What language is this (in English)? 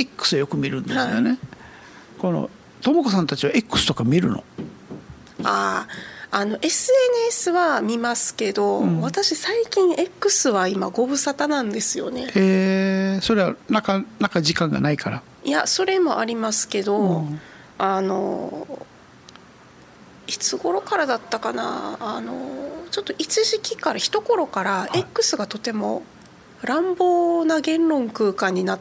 Japanese